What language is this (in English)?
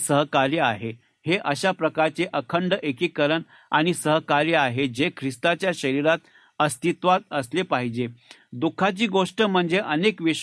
Marathi